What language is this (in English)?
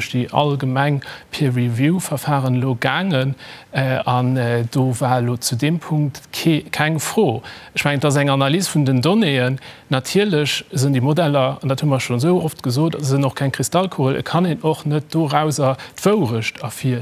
Luxembourgish